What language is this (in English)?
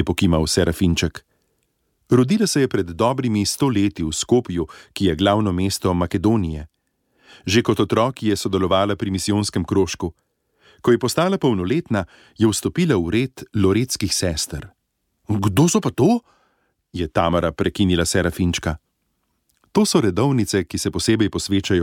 Slovenian